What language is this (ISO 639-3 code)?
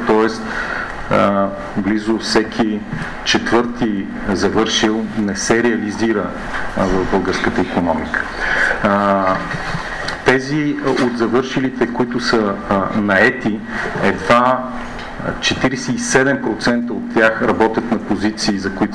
bul